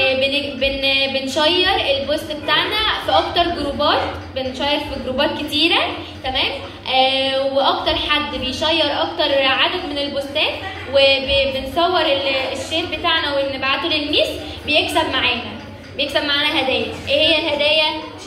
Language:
Egyptian Arabic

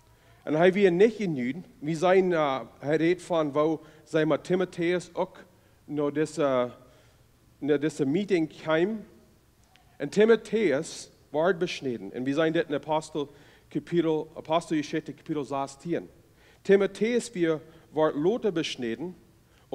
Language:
Plautdietsch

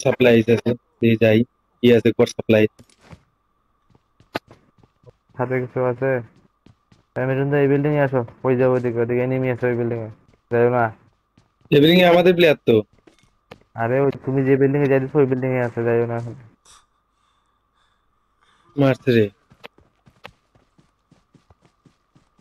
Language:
Bangla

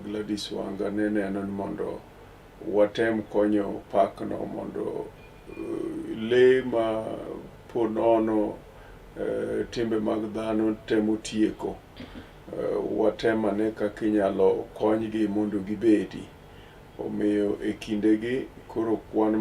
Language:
Luo (Kenya and Tanzania)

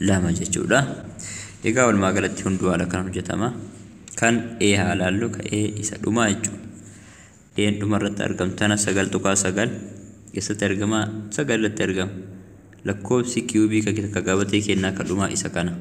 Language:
Oromo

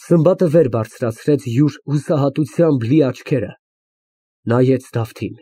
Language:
Armenian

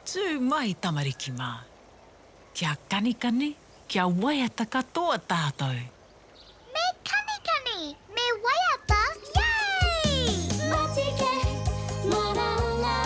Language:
Māori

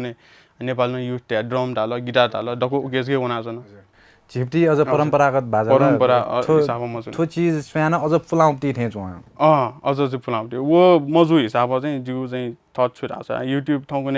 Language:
Newari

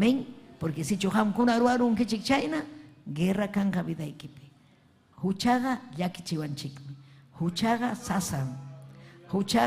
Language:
Ayacucho Quechua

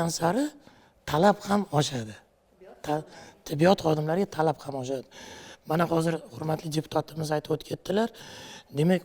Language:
Uzbek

